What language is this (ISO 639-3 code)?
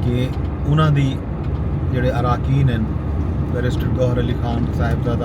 skr